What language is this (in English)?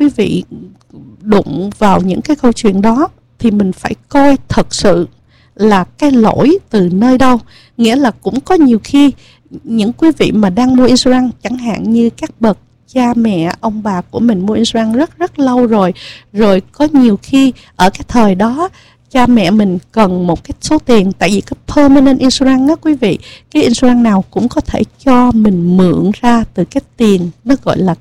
Vietnamese